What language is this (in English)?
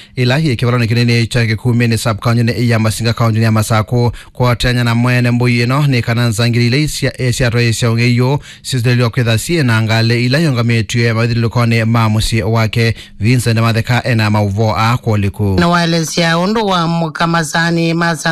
Kamba